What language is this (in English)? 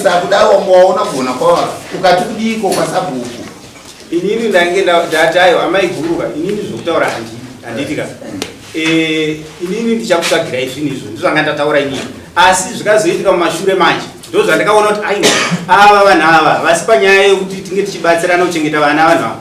Shona